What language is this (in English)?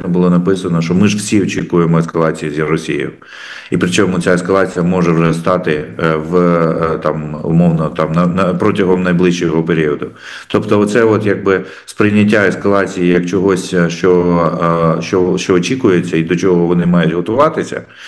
Ukrainian